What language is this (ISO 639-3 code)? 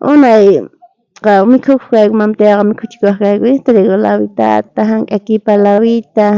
quh